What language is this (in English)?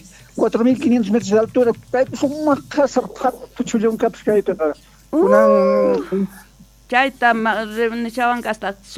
Quechua